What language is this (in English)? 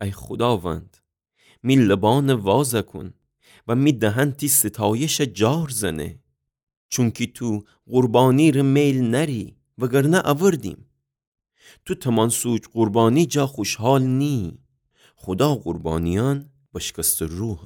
Gilaki